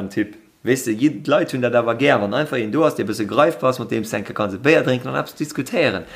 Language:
Luxembourgish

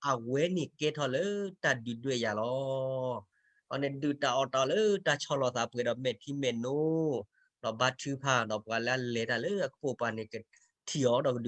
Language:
S'gaw Karen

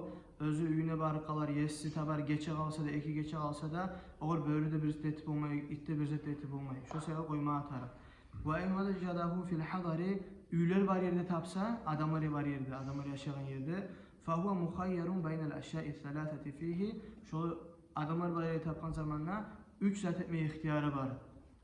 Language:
Kumyk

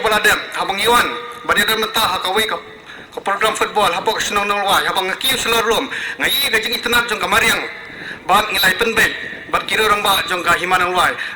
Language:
Khasi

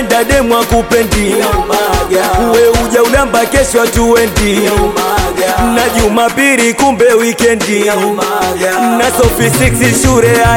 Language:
Swahili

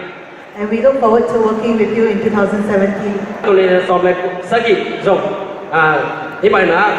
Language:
Tedim Chin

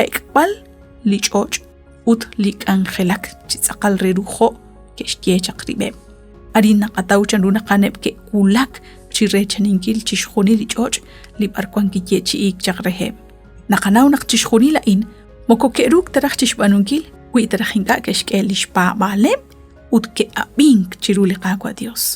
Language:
Kekchí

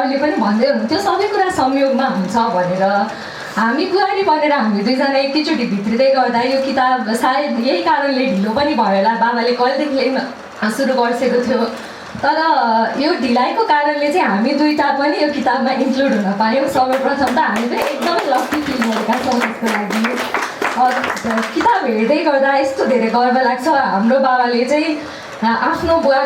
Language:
Nepali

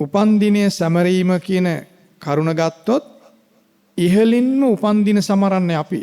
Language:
Sinhala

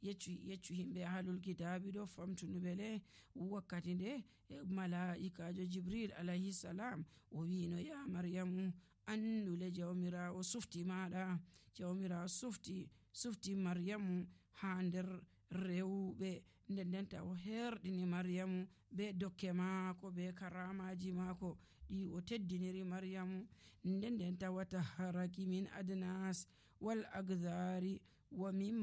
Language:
Nigerian Fulfulde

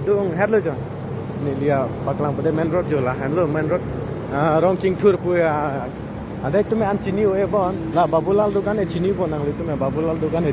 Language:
Karbi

